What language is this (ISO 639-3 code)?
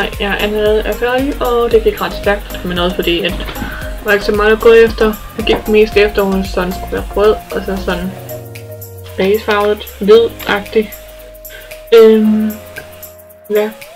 dan